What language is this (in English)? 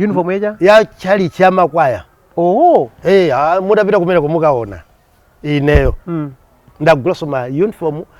Nyanja